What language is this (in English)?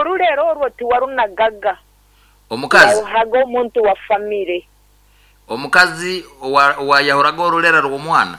Nyankole